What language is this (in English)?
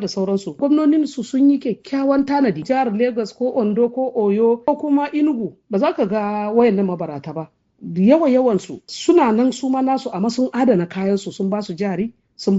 Hausa